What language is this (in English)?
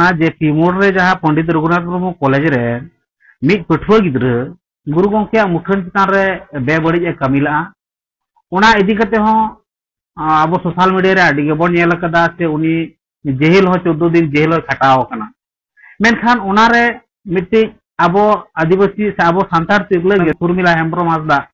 Santali